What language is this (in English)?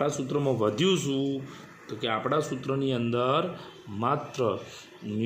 Gujarati